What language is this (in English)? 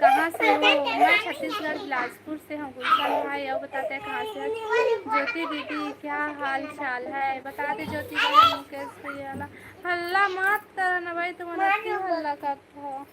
Chhattisgarhi